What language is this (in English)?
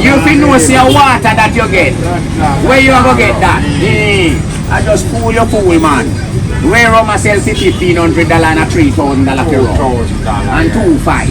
Jamaican Creole English